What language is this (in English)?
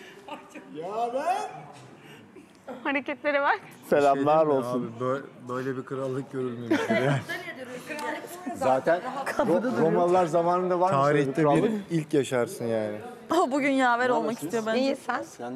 Turkish